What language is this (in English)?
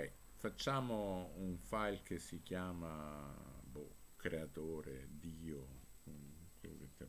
Italian